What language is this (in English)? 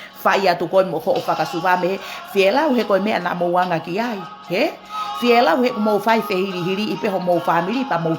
Tongan